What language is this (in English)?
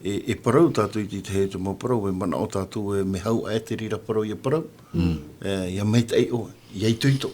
Tahitian